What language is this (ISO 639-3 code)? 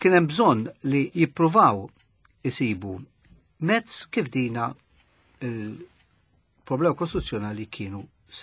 mlt